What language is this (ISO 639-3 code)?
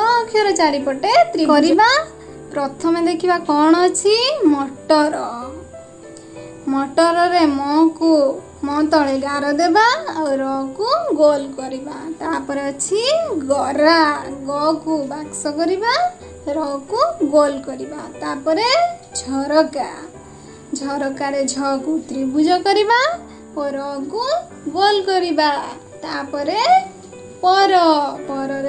ori